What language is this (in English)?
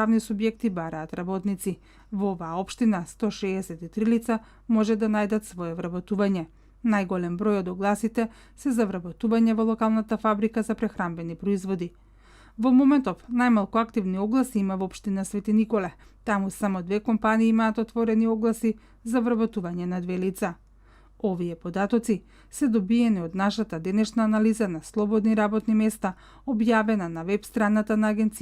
Macedonian